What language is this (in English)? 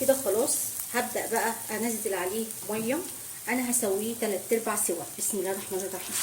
Egyptian Arabic